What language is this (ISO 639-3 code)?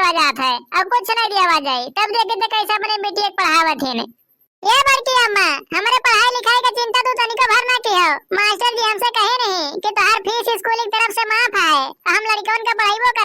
awa